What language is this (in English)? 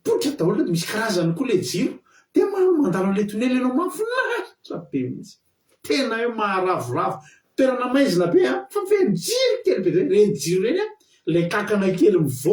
Malagasy